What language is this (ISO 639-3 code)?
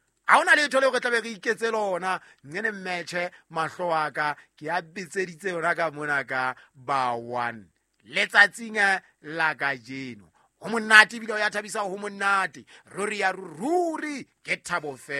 sot